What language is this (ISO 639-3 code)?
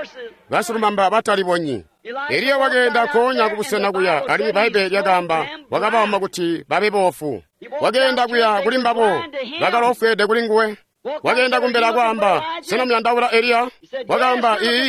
toi